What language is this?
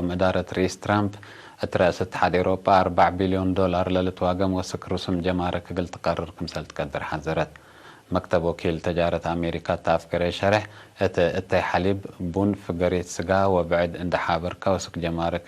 Tigre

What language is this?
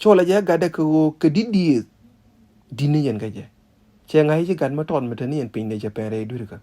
Nuer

